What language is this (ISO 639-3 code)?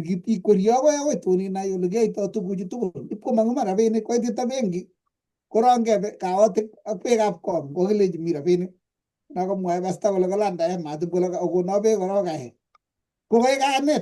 kln